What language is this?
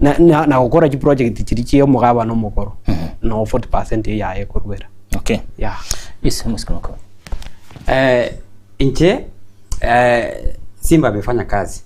Gusii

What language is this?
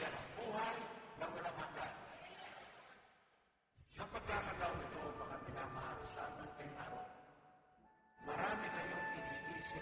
Filipino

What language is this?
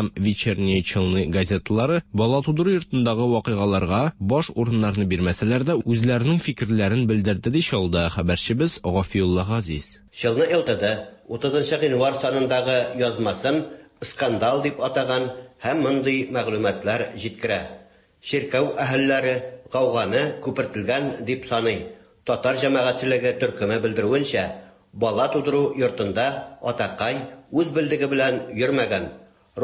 Tatar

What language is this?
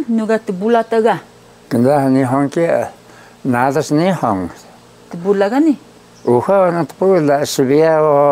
Taroko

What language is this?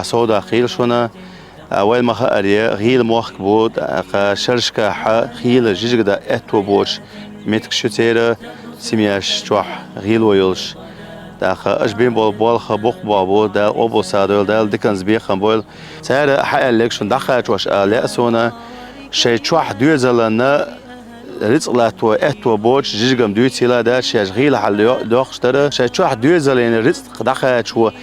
Chechen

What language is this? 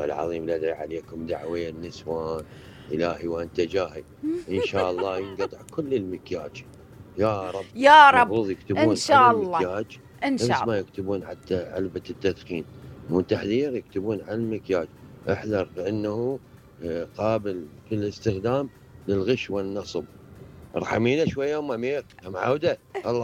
Mesopotamian Arabic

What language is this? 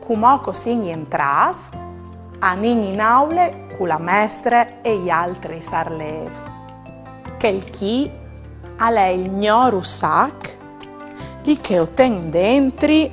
Friulian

